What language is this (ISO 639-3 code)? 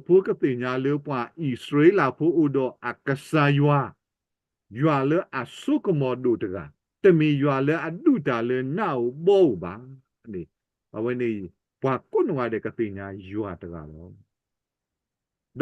ksw